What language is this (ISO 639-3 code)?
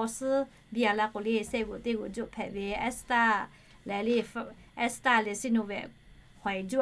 lhu